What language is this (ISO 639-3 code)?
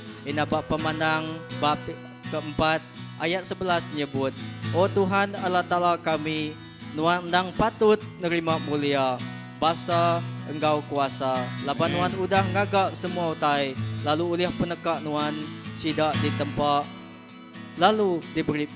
iba